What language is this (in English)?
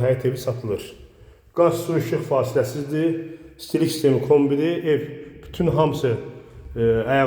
Azerbaijani